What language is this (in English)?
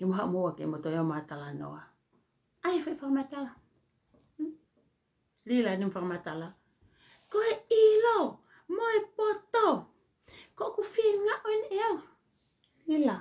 Tongan